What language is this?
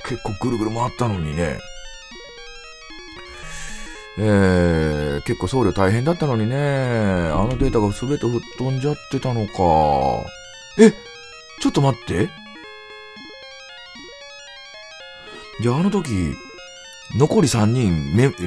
Japanese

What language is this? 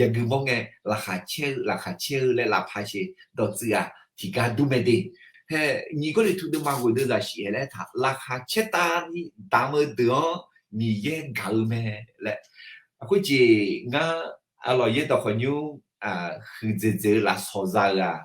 Akha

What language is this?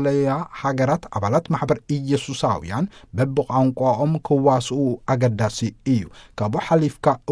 Tigrinya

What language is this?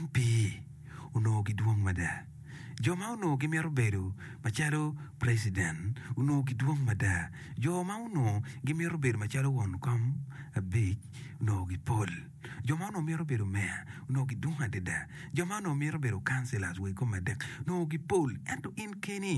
Acoli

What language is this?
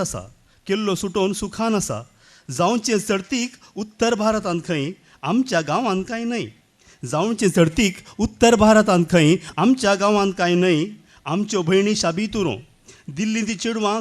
Konkani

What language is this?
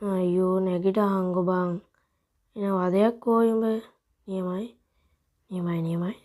Sinhala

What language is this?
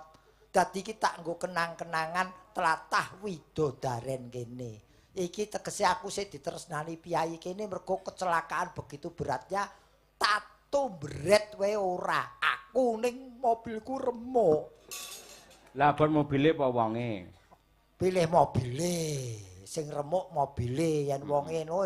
Javanese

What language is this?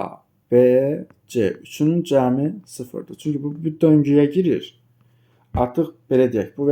Azerbaijani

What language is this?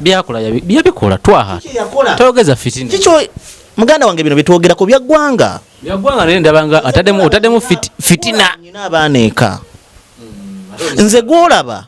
Ganda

